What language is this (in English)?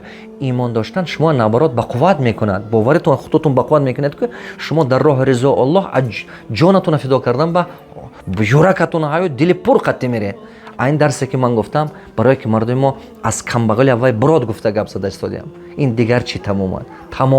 Tajik